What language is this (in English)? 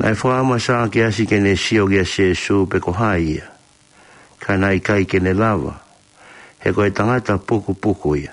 Tongan